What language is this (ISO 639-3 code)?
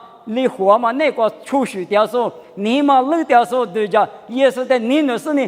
lis